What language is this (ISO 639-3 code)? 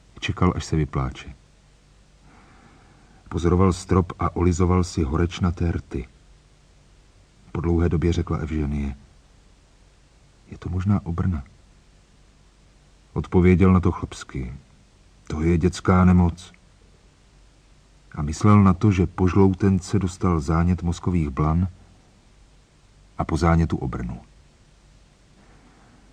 ces